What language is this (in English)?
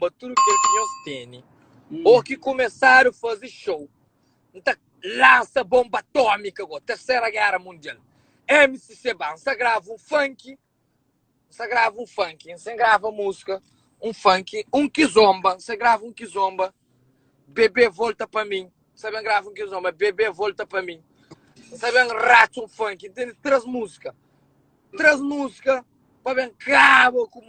Kabuverdianu